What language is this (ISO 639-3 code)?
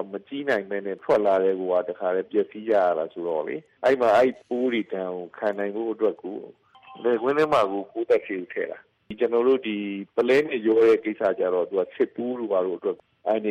mya